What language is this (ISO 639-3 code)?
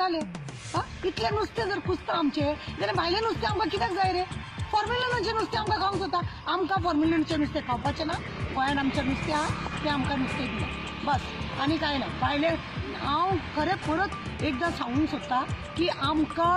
kok